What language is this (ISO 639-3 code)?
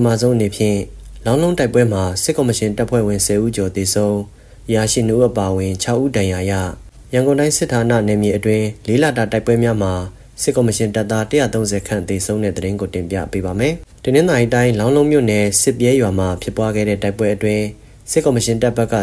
mya